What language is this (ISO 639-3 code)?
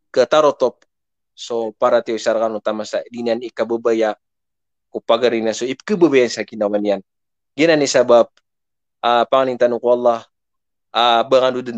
mrw